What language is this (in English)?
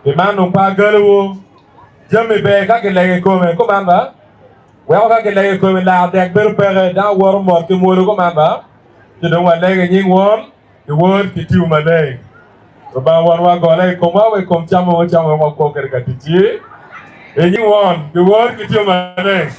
Acoli